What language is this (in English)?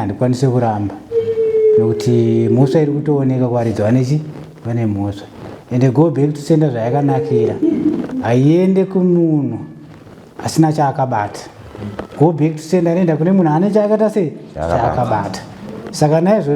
Shona